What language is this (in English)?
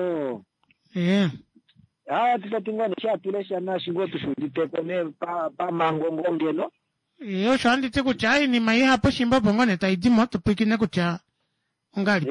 Kuanyama